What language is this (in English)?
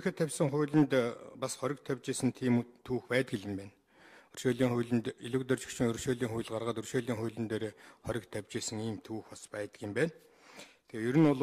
Mongolian